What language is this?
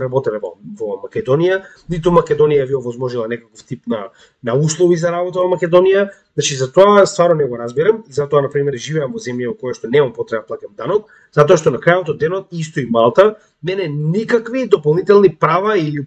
Macedonian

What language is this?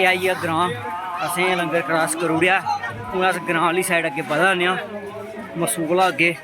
Dogri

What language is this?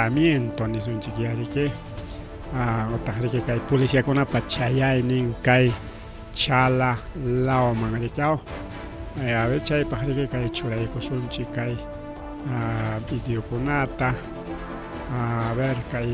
Ayacucho Quechua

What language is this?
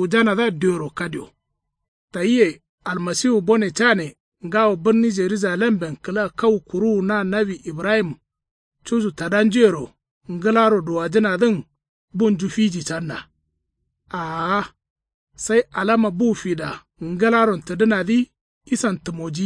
Kanuri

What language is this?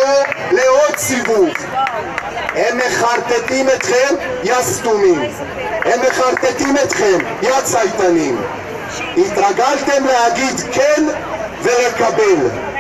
Hebrew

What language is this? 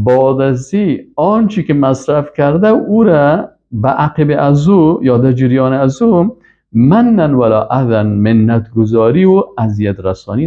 Persian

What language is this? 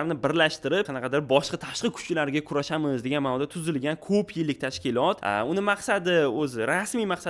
Uzbek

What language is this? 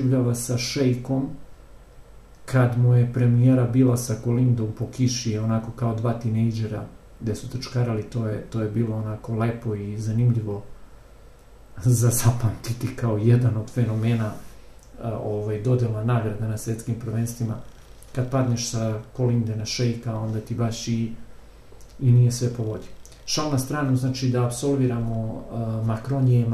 Serbian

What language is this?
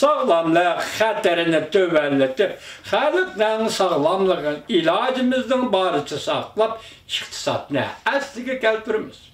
Uyghur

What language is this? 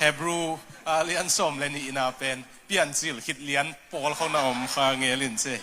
Tedim Chin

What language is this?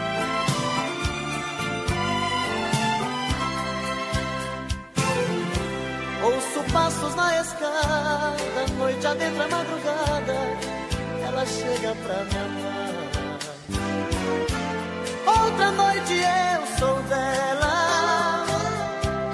Portuguese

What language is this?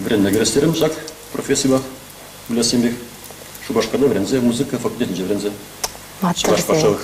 Chuvash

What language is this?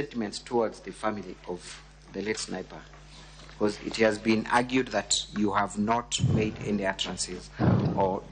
Luo (Kenya and Tanzania)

